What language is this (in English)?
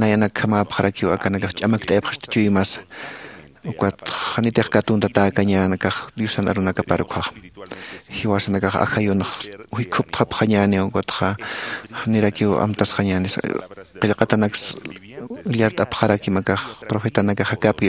Aymara